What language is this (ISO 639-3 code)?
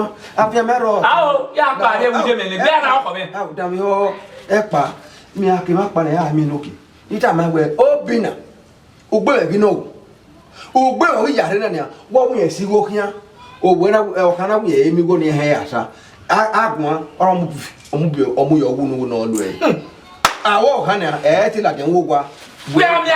bin